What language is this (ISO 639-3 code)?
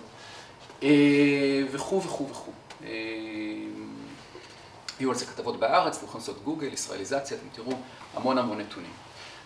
heb